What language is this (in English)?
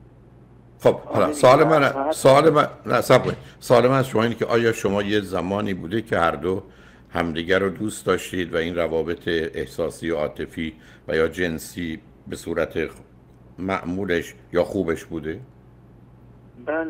Persian